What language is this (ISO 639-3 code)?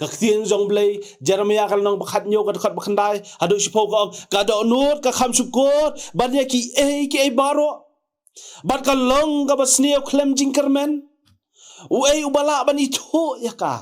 kha